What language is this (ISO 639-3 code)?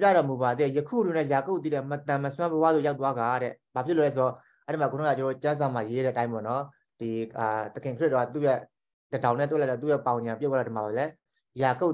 mya